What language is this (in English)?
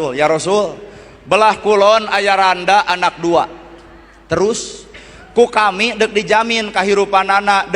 Sundanese